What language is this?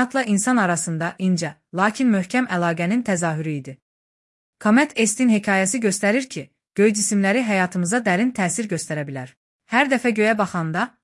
Azerbaijani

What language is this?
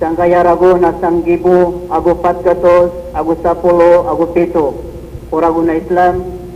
Maranao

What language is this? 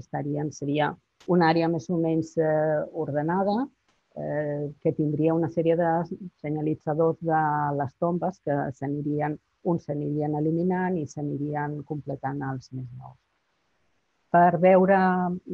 Catalan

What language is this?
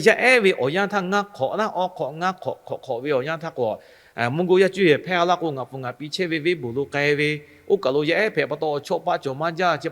Lahu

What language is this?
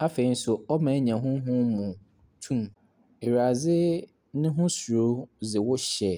Akan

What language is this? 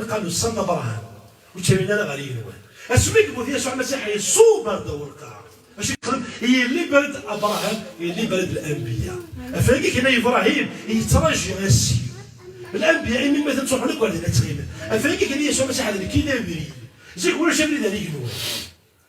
Kabyle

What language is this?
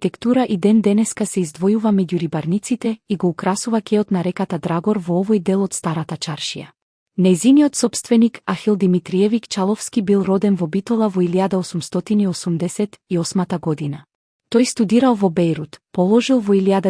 Macedonian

